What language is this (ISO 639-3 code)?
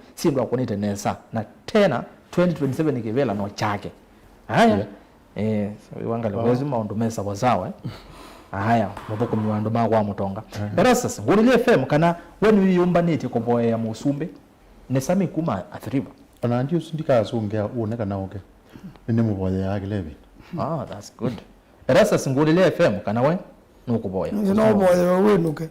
kam